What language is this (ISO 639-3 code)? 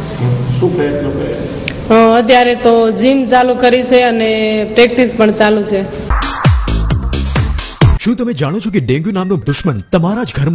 guj